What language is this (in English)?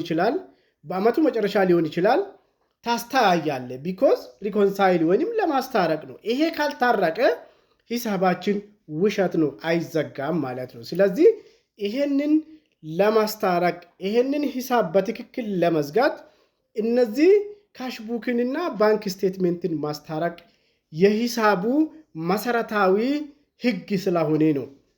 Amharic